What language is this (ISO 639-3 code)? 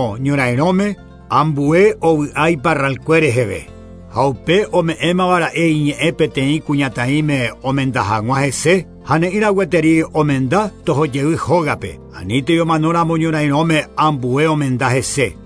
grn